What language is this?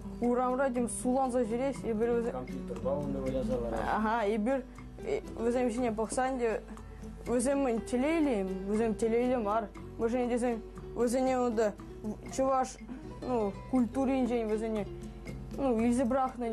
Chuvash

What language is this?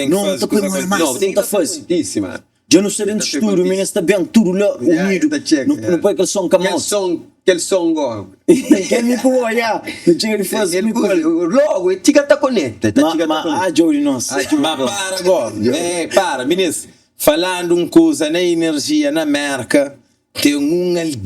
Kabuverdianu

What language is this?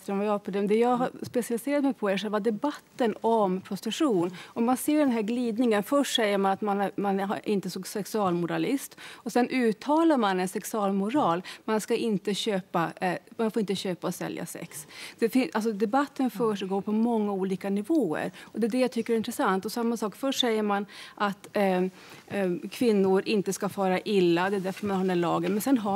Swedish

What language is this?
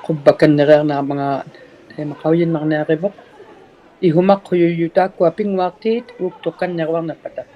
Inuktitut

